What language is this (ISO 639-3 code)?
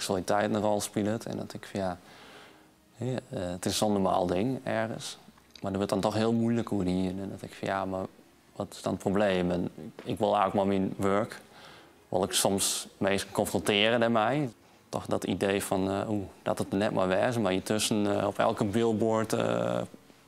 fry